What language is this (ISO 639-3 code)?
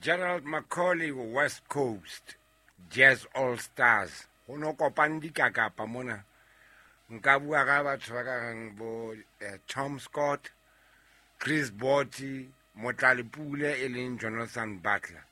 sot